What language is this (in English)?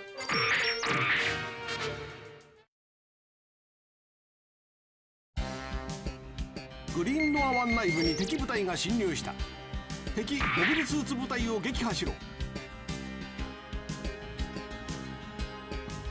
Japanese